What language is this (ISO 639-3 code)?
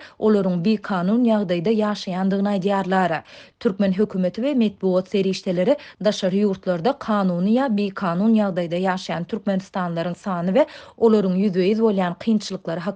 tuk